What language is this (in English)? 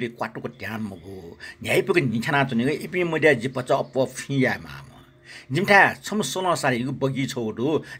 Newari